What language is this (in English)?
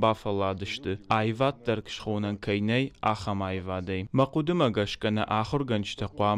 Ossetic